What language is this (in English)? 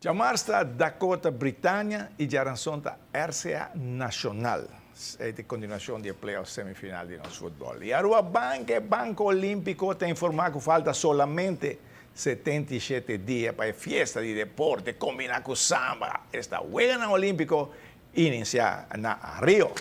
Papiamento